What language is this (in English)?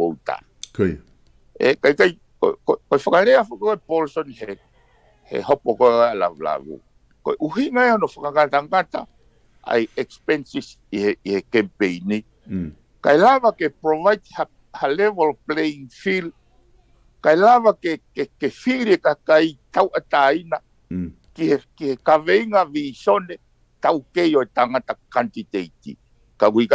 Tongan